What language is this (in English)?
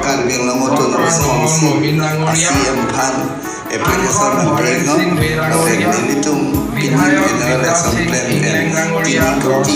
Karbi